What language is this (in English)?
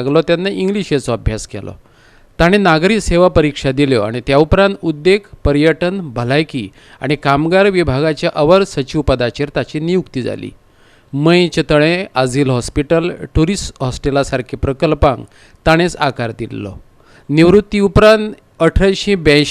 Konkani